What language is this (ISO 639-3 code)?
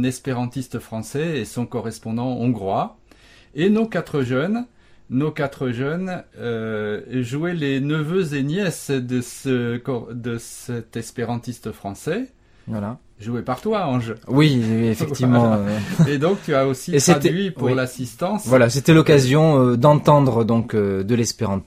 fra